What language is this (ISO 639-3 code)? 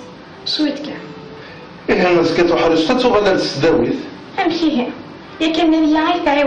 kab